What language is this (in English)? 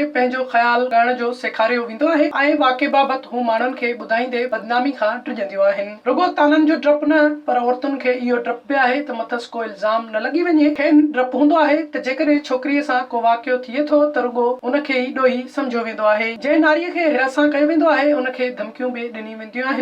Sindhi